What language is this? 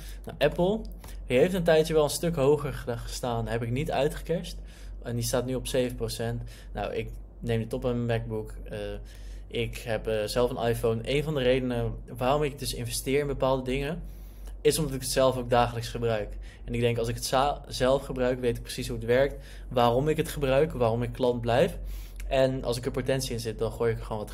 Dutch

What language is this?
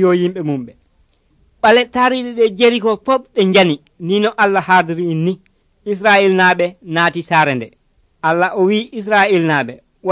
Nigerian Fulfulde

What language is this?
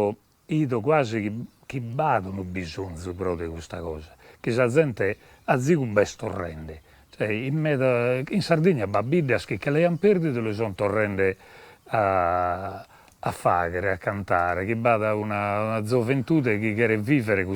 Sardinian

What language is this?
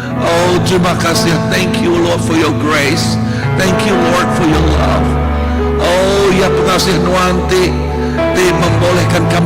Iban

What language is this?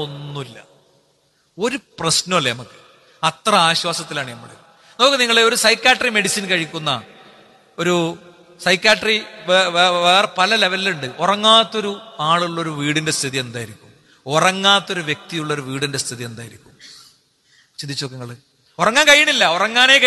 Malayalam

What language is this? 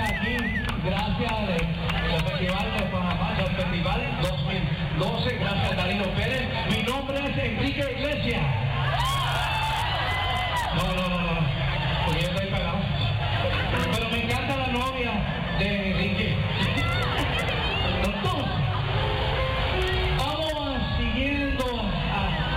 Spanish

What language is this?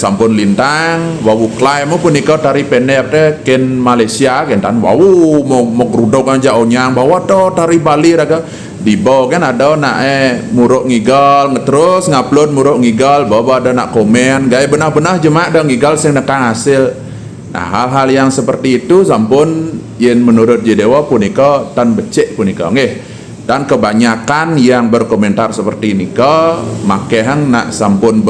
Balinese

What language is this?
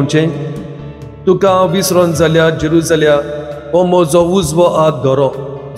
Konkani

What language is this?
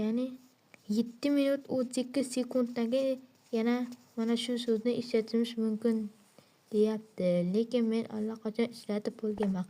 Uzbek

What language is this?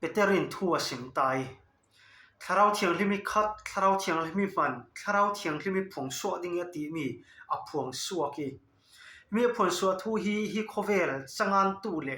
Falam Chin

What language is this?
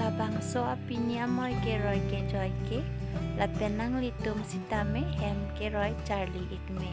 Karbi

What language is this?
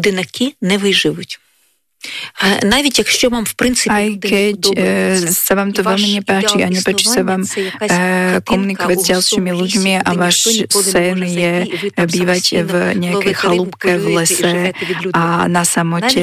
Slovak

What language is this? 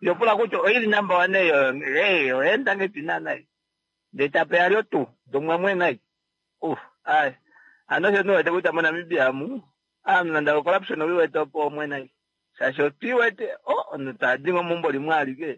Kuanyama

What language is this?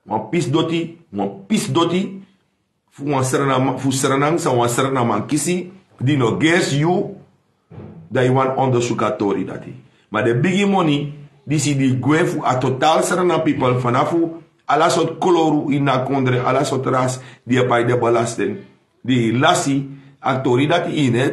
Sranan Tongo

